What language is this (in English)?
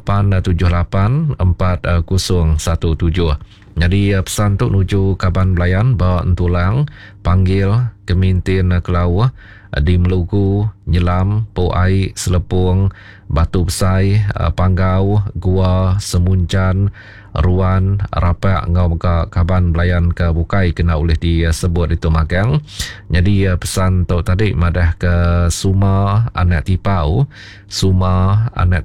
Iban